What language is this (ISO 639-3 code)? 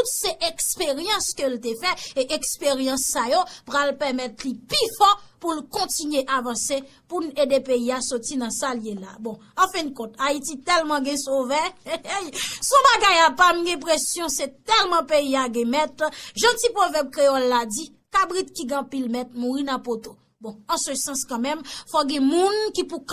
hat